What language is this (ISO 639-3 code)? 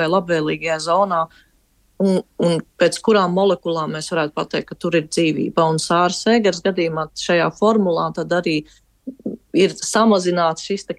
lav